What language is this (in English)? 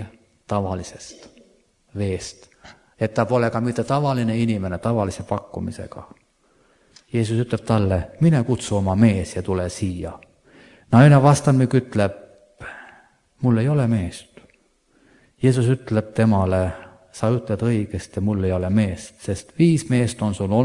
Estonian